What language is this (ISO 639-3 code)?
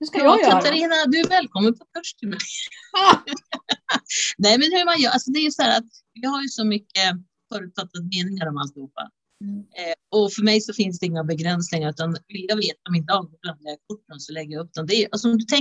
swe